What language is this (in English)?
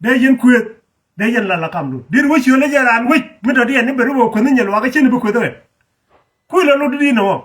Nuer